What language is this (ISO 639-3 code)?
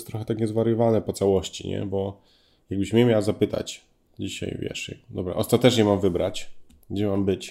pol